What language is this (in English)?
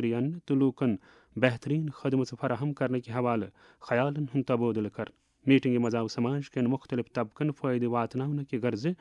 Kashmiri